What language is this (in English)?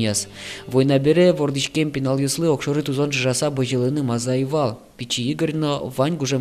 Udmurt